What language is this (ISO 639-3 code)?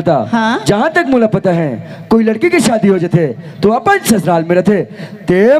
hne